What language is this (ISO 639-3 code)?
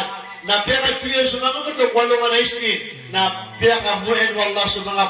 mrw